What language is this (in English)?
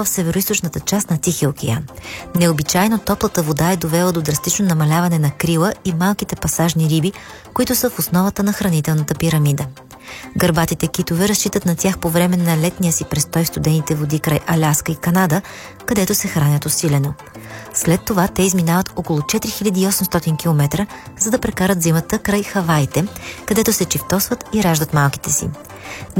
Bulgarian